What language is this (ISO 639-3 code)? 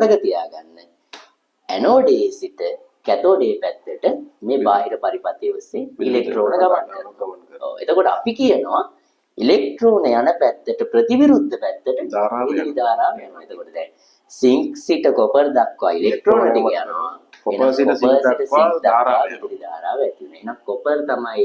sin